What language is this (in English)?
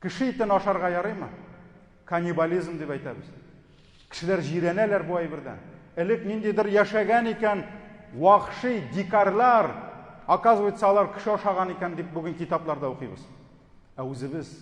Tatar